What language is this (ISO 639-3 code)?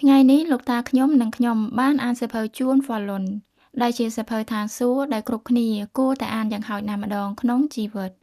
khm